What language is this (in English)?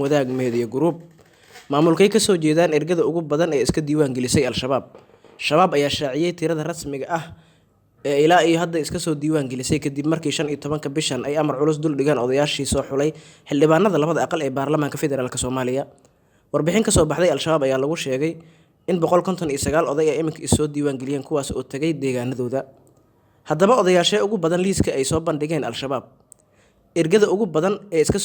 Somali